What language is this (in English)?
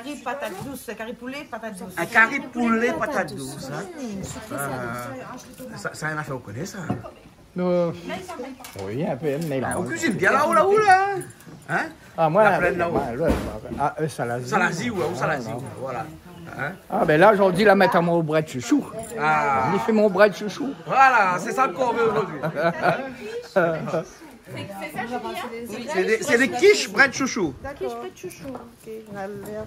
Réunion Creole French